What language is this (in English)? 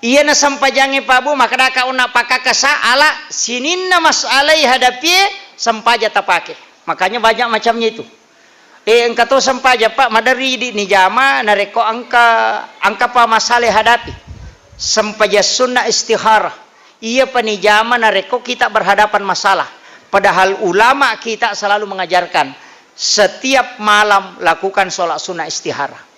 Buginese